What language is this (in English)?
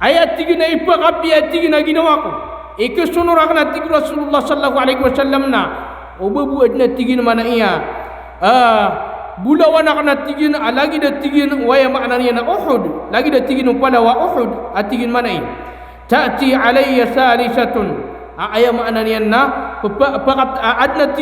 Maranao